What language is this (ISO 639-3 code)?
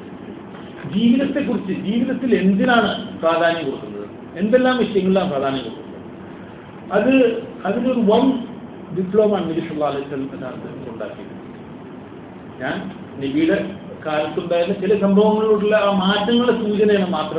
mal